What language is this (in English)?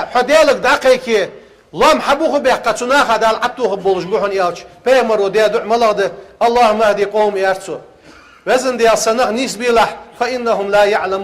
Ingush